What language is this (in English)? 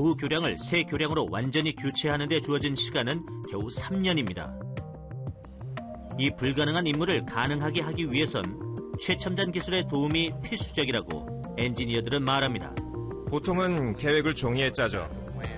Korean